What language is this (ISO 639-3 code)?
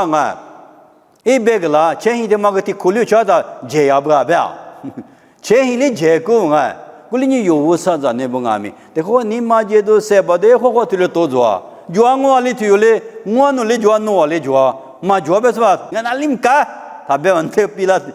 lis